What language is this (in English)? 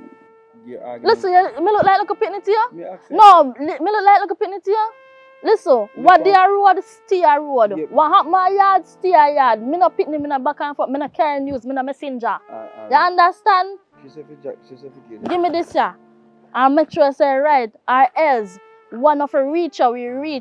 Jamaican Creole English